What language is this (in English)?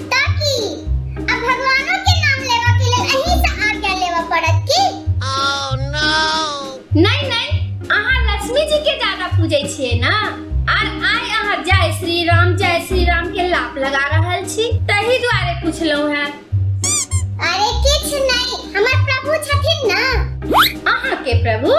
Maithili